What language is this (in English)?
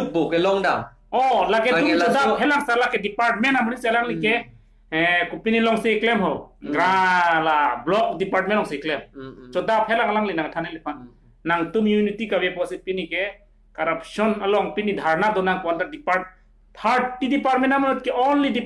Karbi